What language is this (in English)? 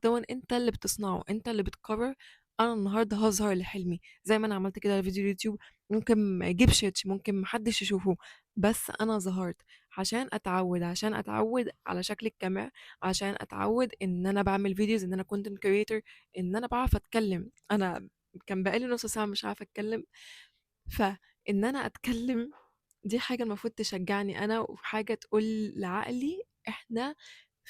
Egyptian Arabic